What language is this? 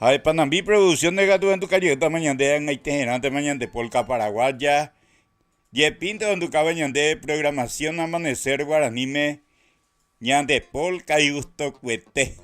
Guarani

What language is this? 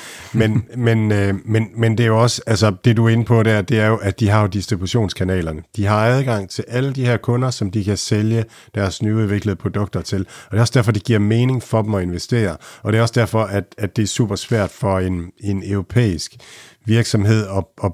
Danish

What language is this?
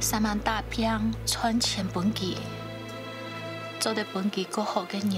Hakka Chinese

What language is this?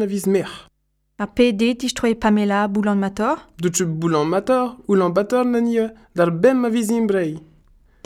Breton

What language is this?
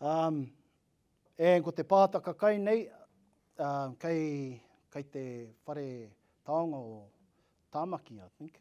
Māori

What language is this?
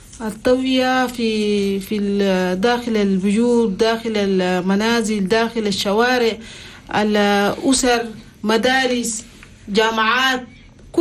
Chadian Arabic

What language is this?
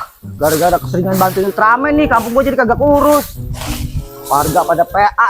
Betawi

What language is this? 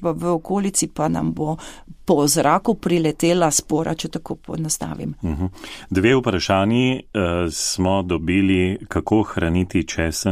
Slovenian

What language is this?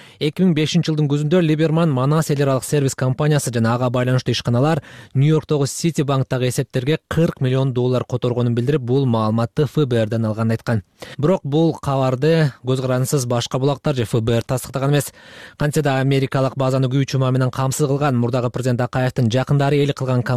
Kyrgyz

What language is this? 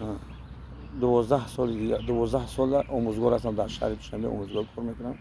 Tajik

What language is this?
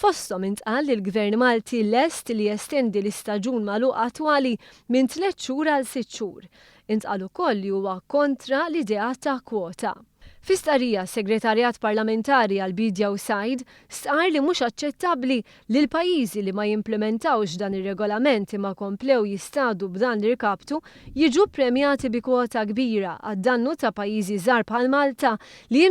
Maltese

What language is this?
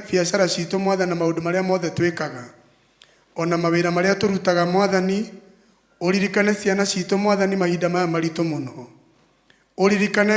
Kikuyu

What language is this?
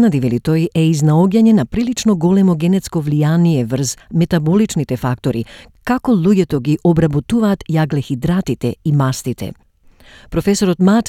Macedonian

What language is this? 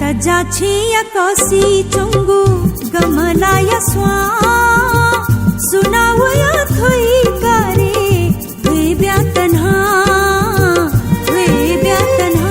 Newari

